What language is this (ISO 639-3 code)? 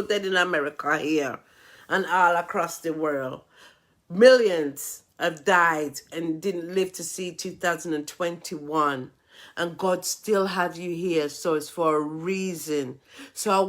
jam